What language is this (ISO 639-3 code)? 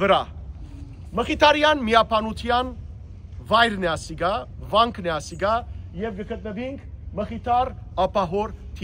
hyw